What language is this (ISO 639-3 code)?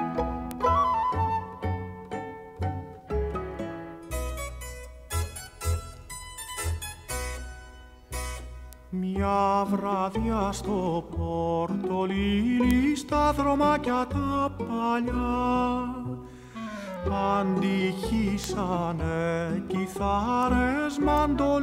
ell